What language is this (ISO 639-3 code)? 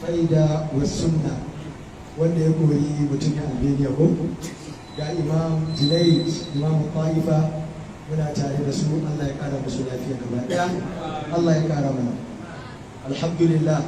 hau